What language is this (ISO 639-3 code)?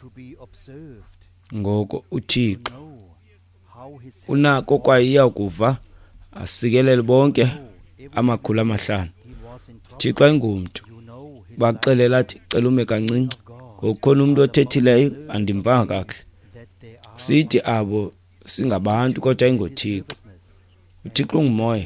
xho